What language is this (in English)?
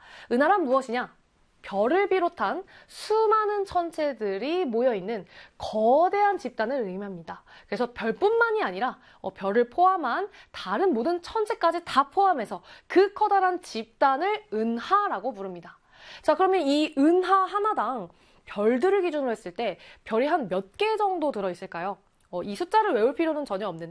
Korean